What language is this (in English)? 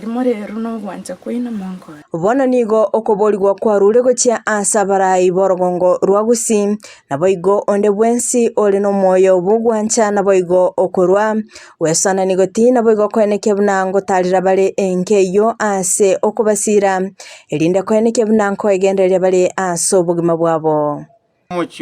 Gusii